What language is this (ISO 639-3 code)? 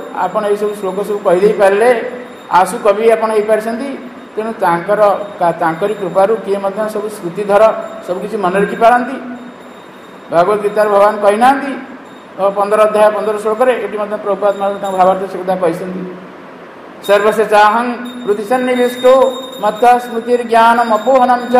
ori